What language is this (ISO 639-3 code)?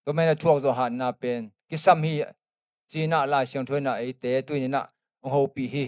ctd